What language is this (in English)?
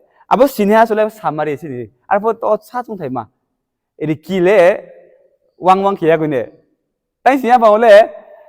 Riang (India)